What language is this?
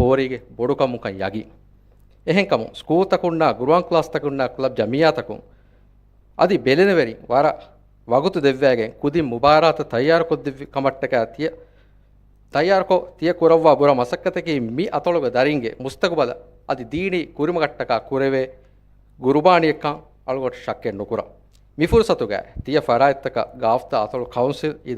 Divehi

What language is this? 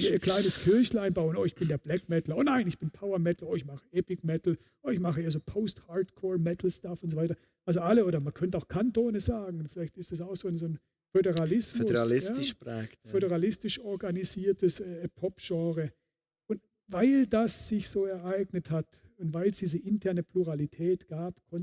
Swiss German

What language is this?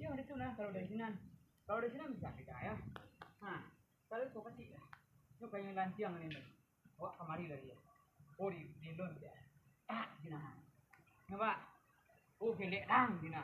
Minangkabau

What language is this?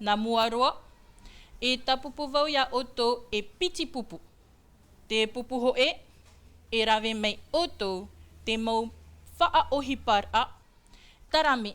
Tahitian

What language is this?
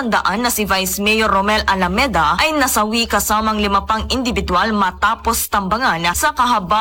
Filipino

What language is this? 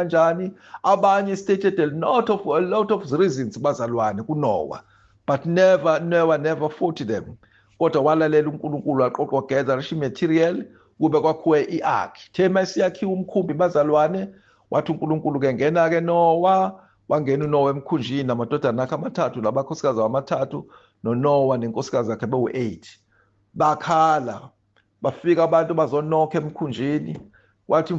Zulu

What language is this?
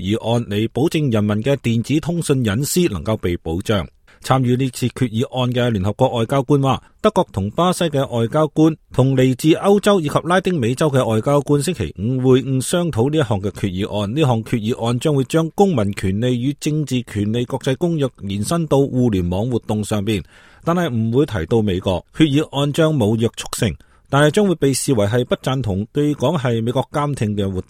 Cantonese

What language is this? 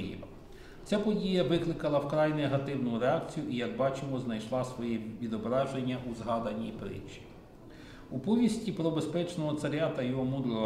Ukrainian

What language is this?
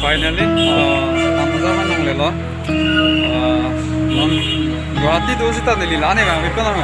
Karbi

